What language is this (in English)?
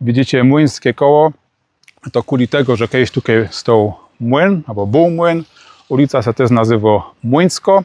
Silesian